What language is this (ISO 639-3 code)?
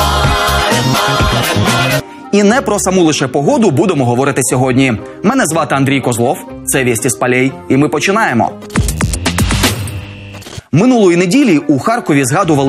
ukr